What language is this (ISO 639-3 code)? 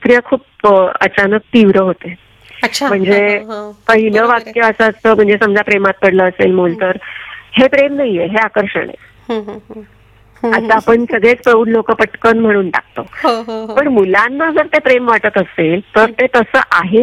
mar